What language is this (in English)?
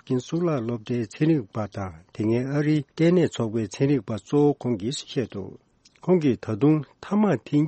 Tibetan